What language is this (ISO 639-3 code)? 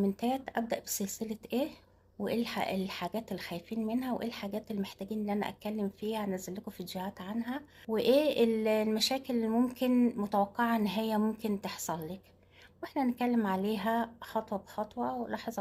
arz